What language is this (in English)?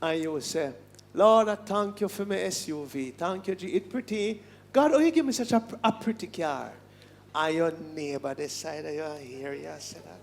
Jamaican Creole English